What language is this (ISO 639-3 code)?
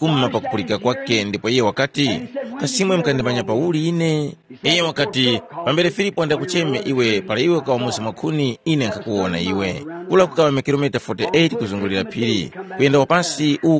tum